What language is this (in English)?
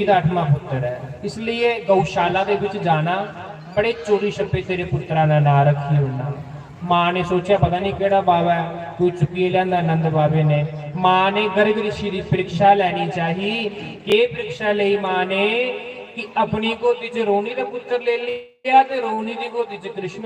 Dogri